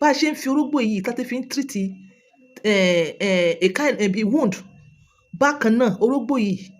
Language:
Yoruba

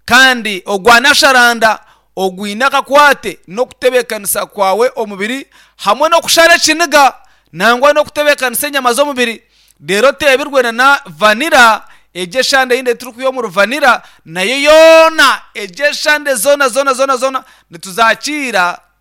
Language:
Nyankole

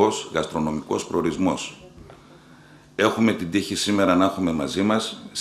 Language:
Greek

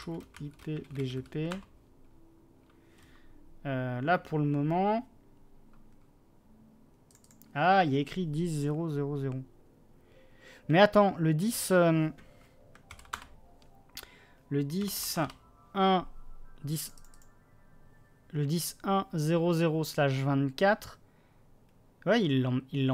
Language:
French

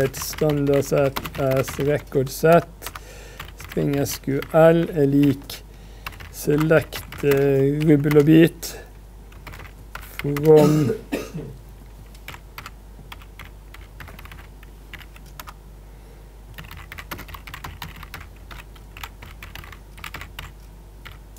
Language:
Norwegian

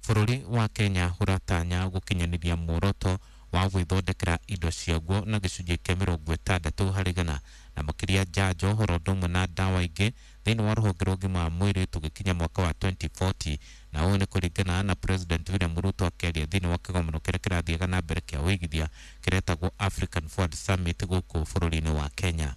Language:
Kikuyu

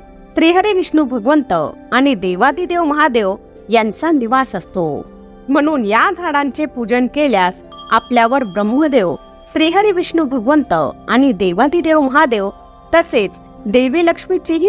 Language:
Marathi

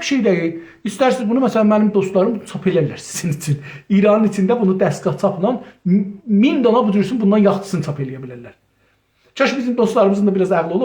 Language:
South Azerbaijani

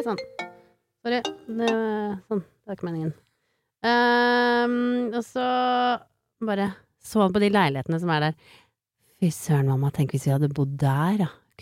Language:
Norwegian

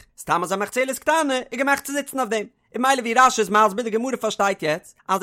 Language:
Yiddish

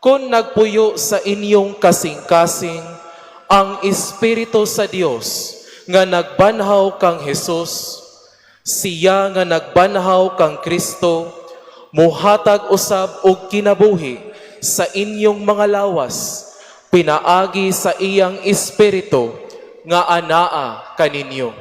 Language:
Cebuano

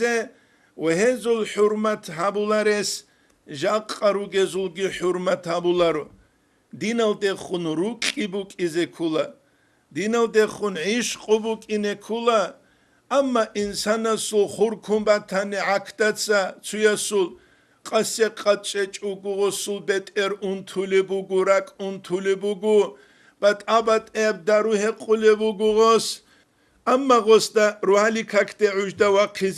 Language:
Avaric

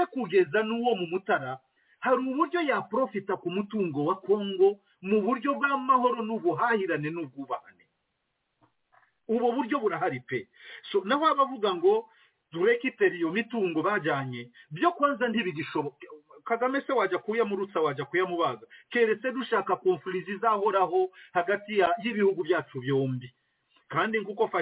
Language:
Kinyarwanda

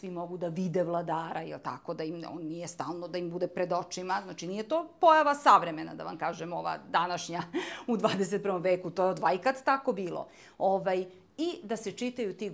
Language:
Serbian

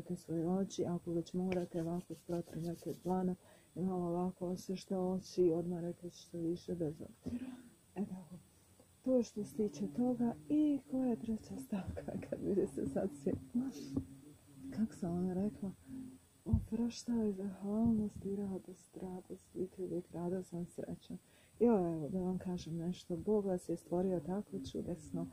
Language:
Croatian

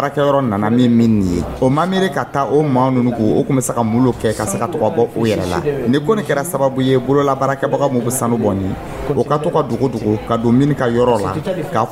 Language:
Dyula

